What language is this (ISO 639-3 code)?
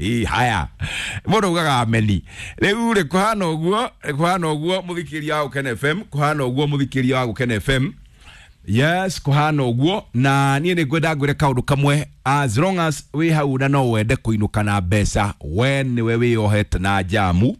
kik